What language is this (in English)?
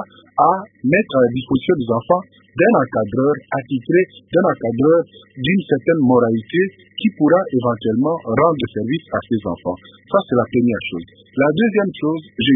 French